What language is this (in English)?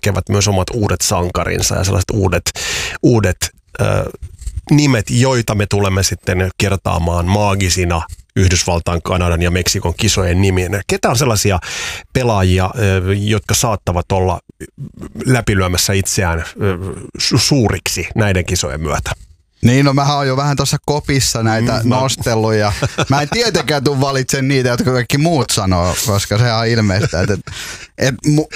Finnish